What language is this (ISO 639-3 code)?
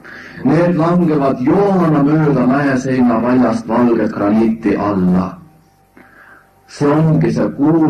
est